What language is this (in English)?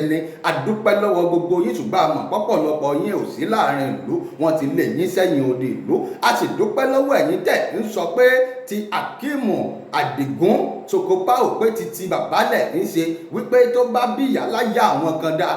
Yoruba